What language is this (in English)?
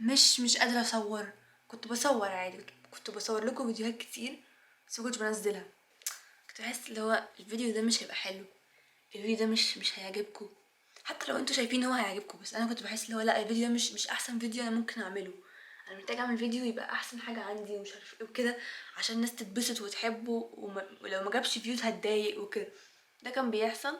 Egyptian Arabic